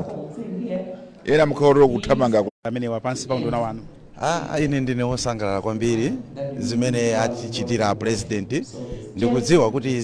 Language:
Nyanja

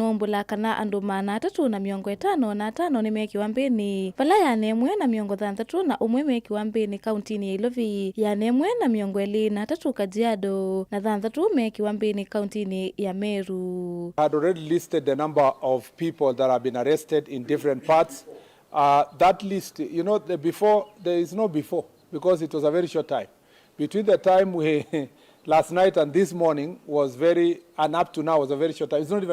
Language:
Kamba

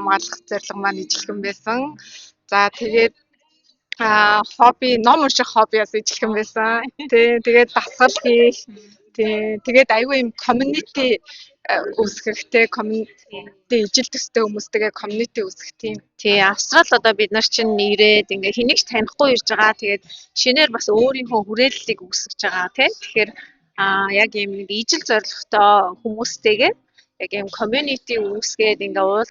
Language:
Mongolian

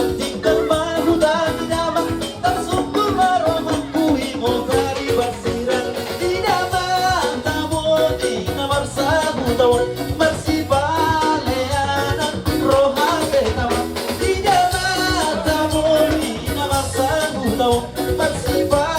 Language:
Batak Toba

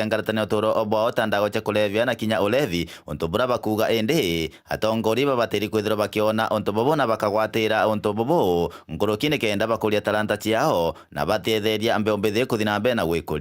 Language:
Meru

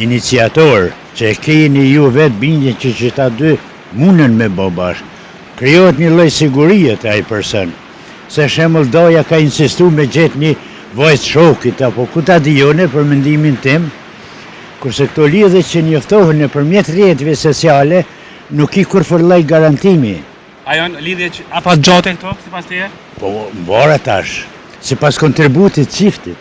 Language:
Albanian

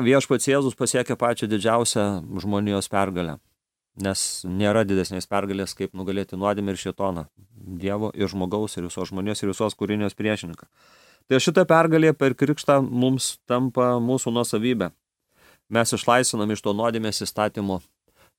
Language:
Lithuanian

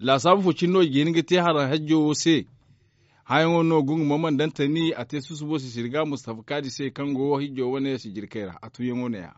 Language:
Zarma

